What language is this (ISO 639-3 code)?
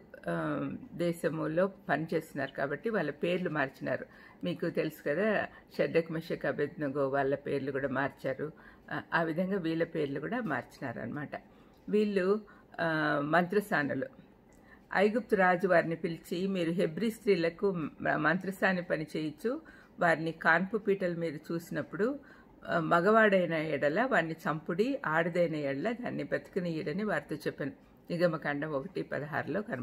tel